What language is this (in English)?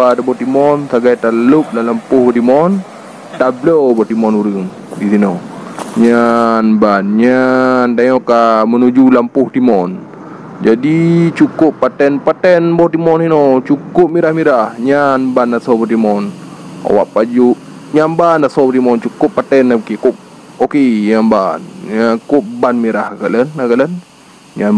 Achinese